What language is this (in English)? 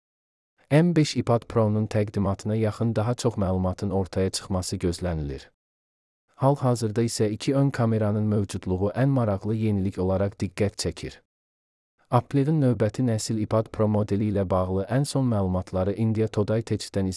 Azerbaijani